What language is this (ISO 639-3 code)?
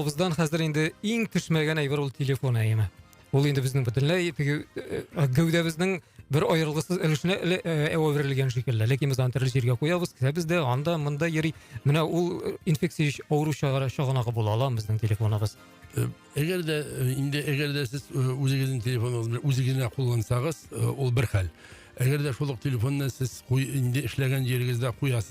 tat